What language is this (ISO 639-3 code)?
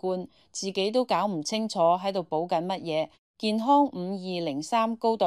yue